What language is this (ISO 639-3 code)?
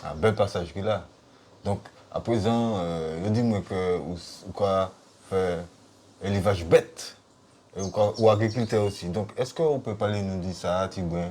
gcf